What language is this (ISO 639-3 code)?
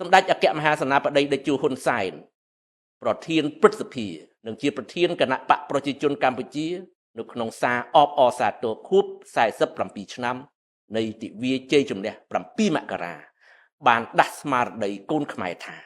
khm